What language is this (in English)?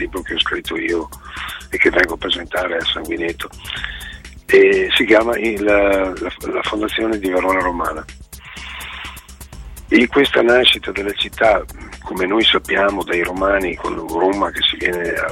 Italian